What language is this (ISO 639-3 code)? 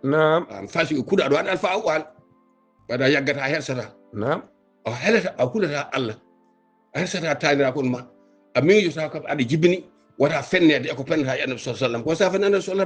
ful